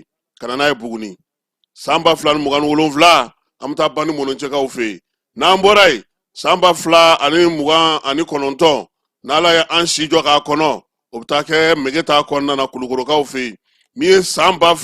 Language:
Bambara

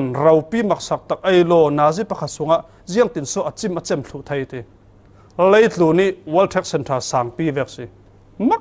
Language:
Falam Chin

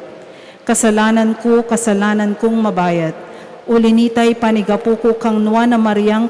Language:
Pampanga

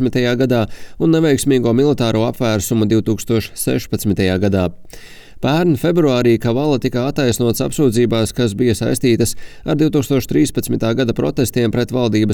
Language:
Latvian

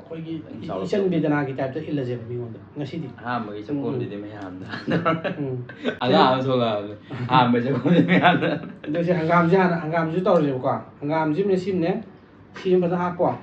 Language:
Manipuri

